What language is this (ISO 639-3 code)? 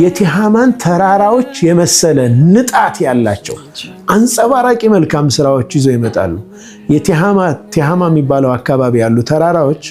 amh